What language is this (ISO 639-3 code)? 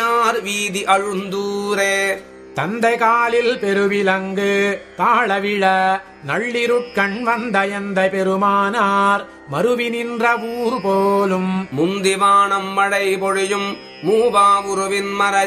tam